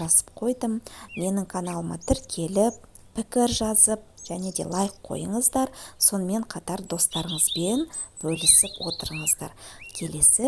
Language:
Kazakh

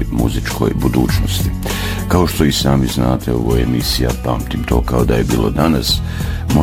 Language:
Bosnian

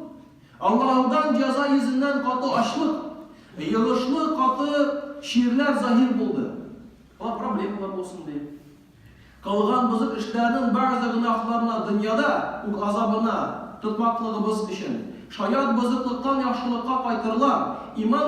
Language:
Tatar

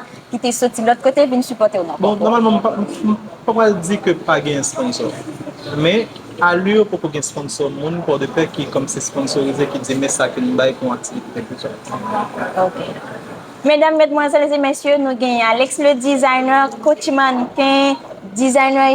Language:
Haitian Creole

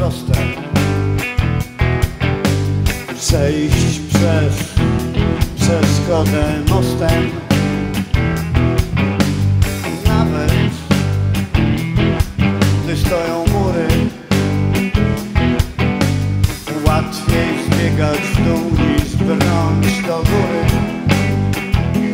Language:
Polish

